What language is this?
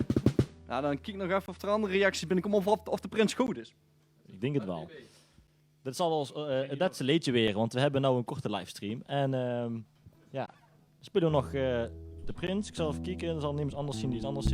Limburgish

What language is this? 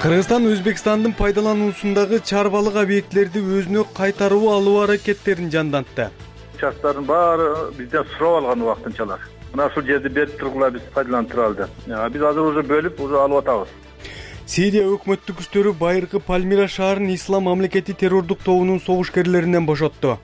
Kyrgyz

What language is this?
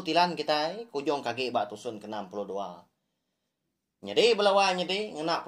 Iban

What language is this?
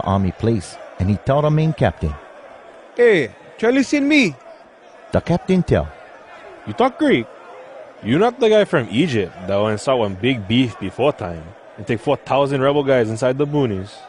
Hawai'i Creole English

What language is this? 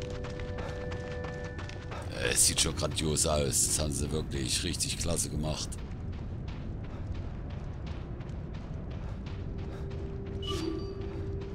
German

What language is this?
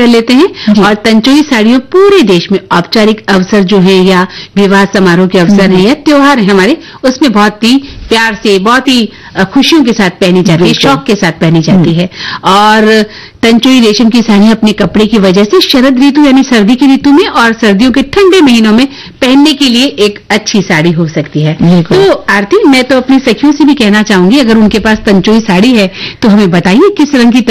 Hindi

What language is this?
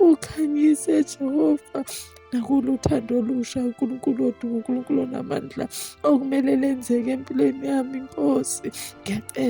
Zulu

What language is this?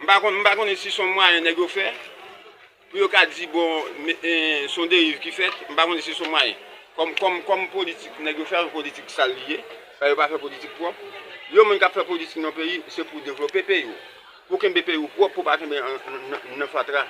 Haitian Creole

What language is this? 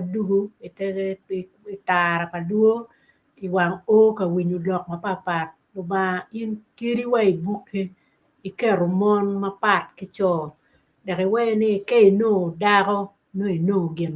Acoli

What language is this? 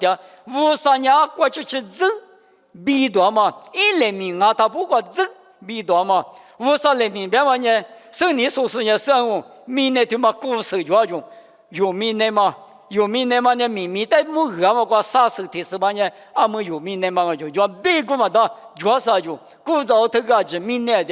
Lisu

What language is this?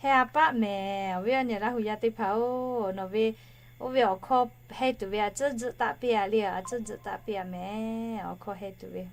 Lahu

